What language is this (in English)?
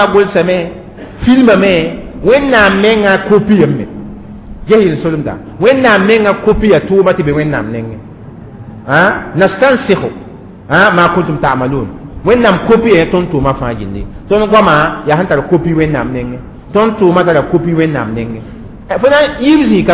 Mossi